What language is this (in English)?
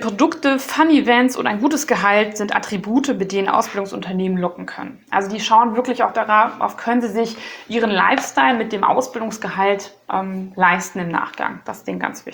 German